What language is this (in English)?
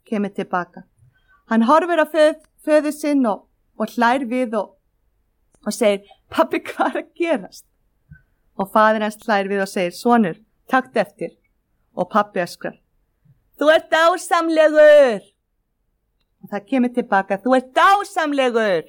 Icelandic